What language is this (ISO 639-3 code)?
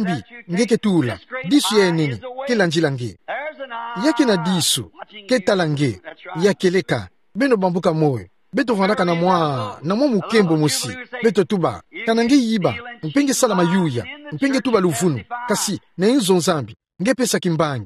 ktu